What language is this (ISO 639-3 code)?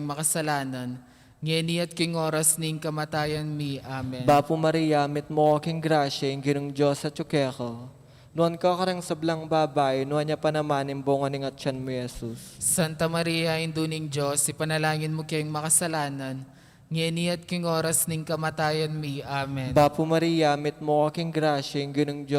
pam